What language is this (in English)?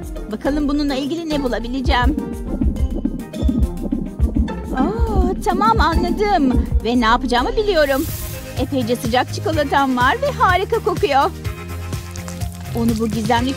Turkish